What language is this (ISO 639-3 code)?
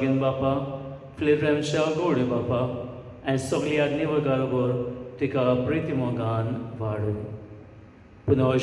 kok